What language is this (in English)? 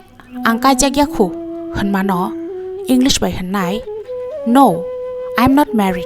Kok Borok